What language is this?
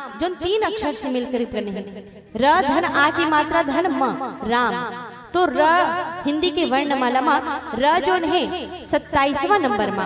Chhattisgarhi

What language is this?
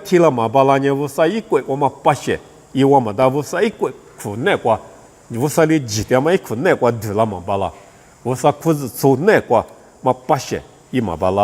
Lisu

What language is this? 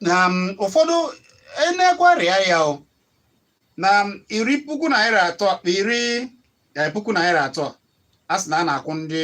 Igbo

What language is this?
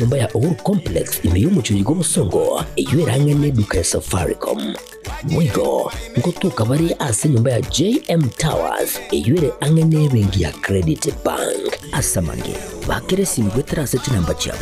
Gusii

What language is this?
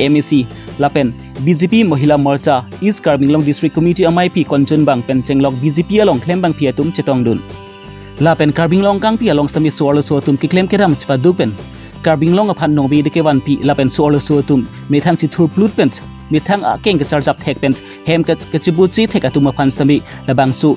Karbi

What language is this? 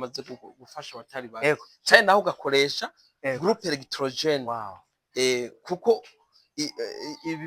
Rundi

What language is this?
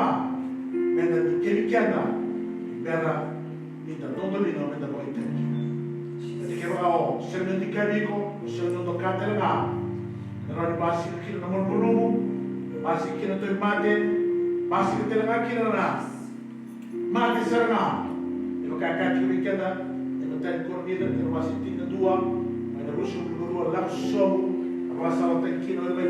Fijian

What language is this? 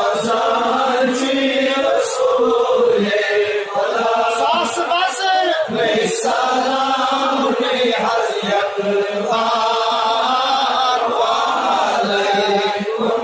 Kashmiri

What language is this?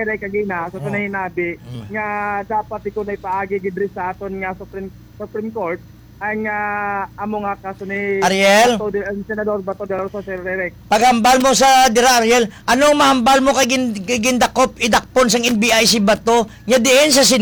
Hiligaynon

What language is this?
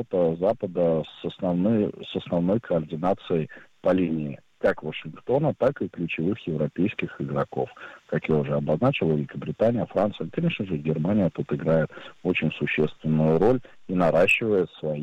Russian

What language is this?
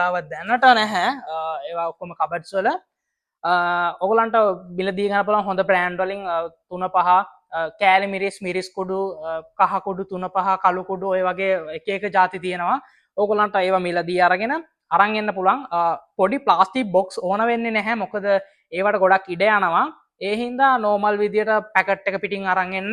Sinhala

